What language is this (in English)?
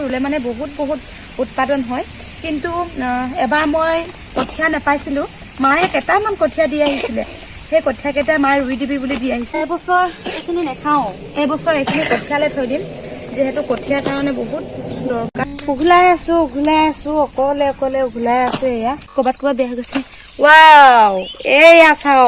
Assamese